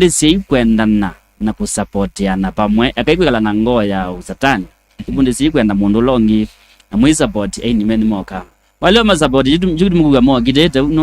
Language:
Kamba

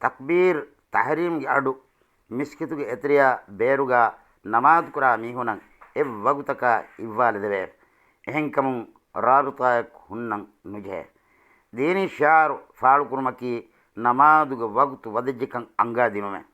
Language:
Divehi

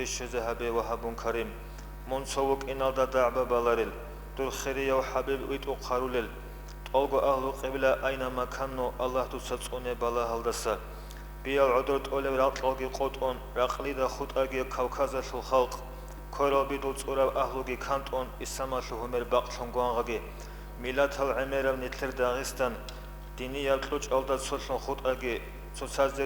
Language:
Avaric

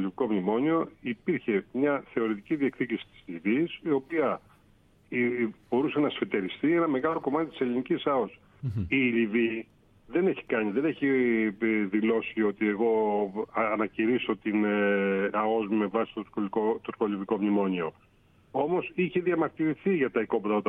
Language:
Greek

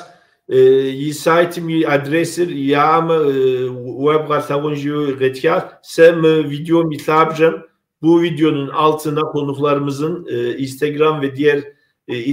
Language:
Kabardian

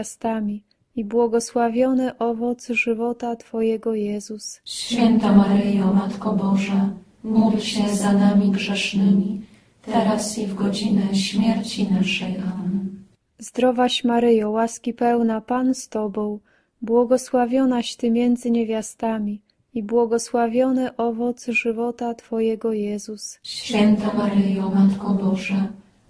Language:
Polish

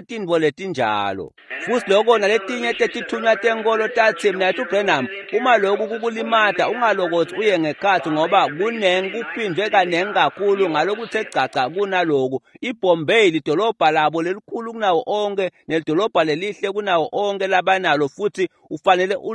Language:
Swati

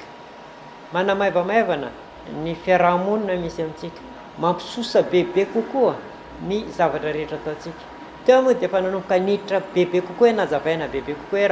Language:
Malagasy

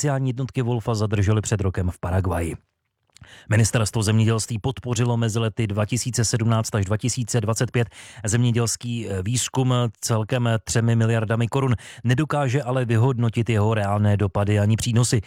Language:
Czech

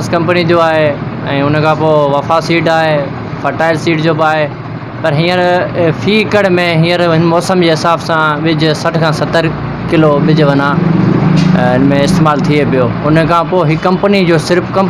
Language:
Sindhi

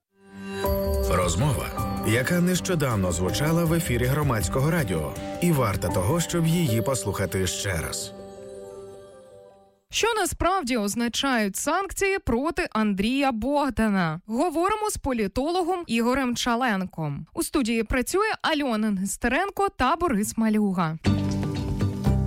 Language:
Ukrainian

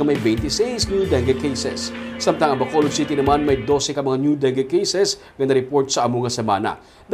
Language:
Hiligaynon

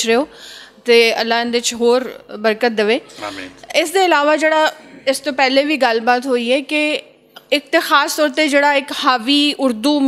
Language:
Western Panjabi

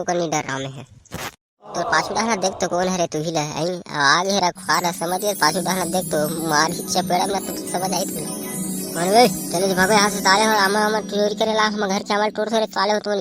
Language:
Chhattisgarhi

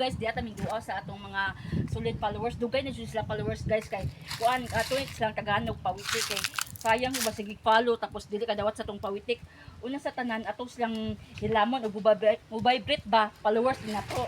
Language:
Cebuano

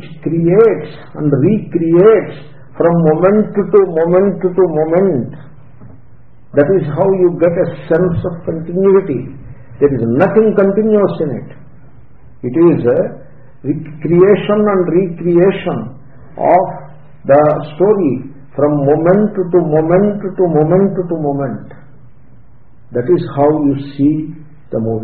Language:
English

